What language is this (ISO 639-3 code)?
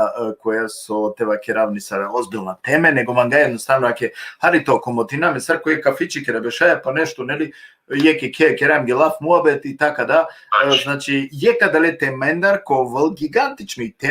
rmn